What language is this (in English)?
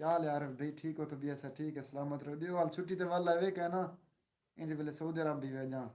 Saraiki